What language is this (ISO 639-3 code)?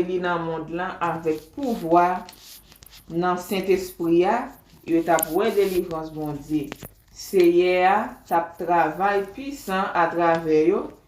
hat